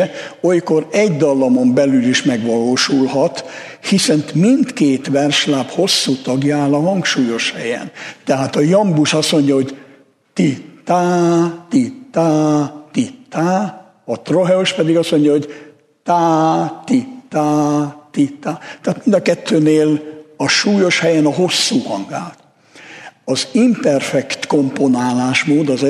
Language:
Hungarian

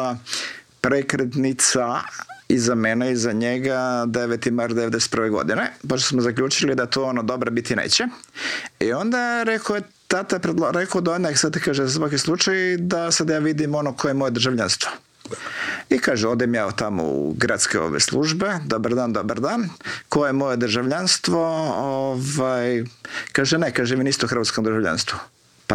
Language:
Croatian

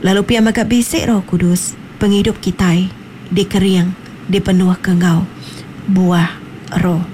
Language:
Iban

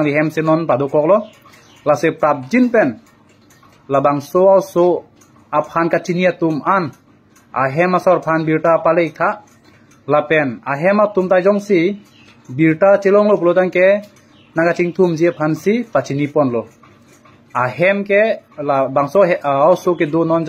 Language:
Karbi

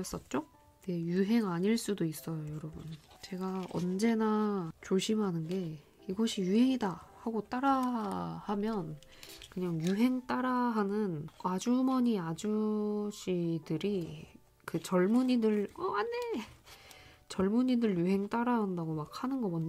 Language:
Korean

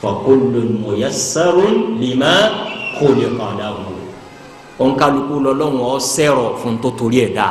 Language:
Yoruba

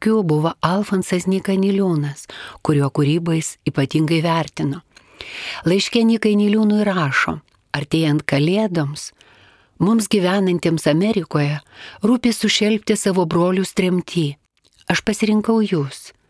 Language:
Lithuanian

